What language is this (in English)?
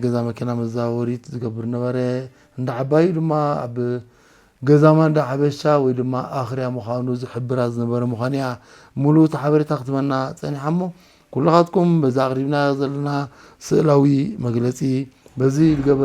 Tigrinya